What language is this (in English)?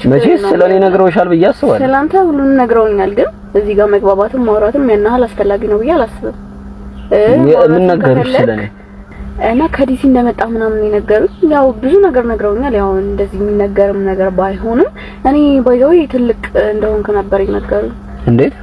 Amharic